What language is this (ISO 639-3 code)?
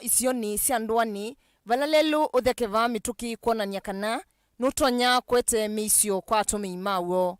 kam